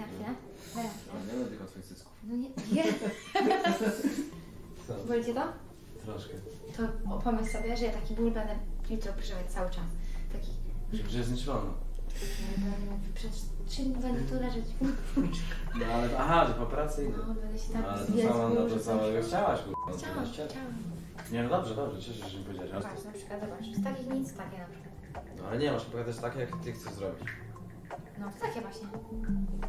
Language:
Polish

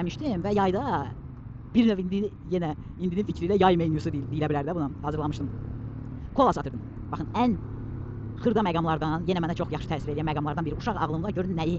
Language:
Azerbaijani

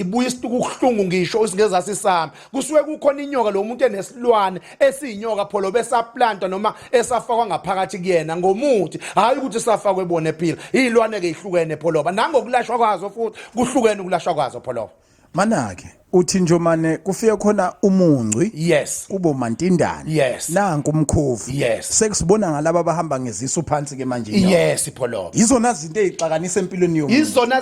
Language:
Zulu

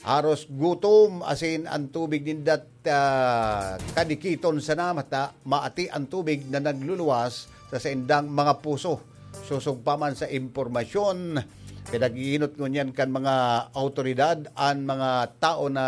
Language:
Bikol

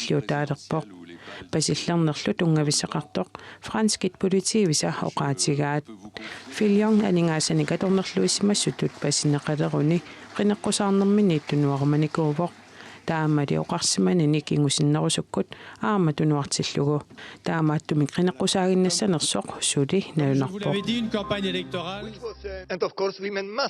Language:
Kalaallisut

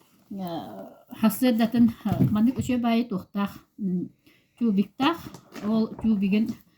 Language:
Yakut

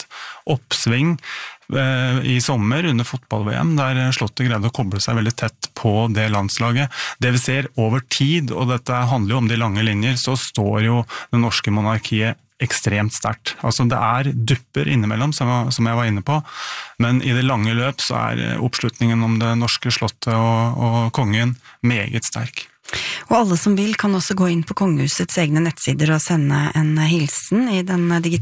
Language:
Norwegian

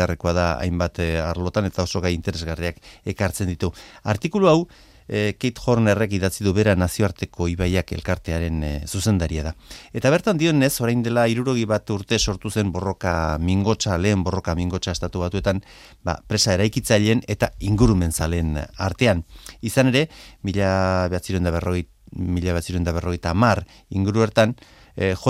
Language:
Basque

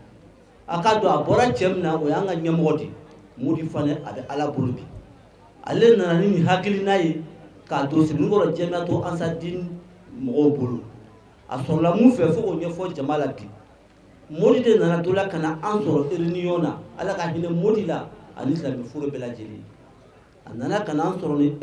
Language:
Bambara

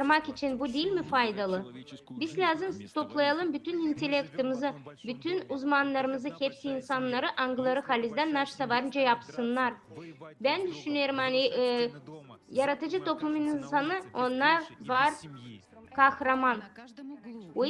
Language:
Gagauz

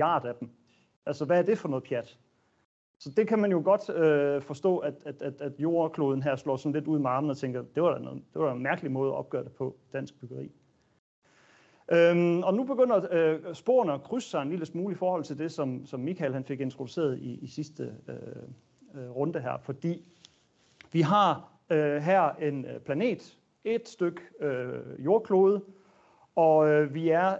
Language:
Danish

